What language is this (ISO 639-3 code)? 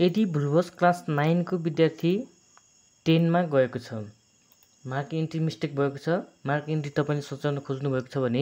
nep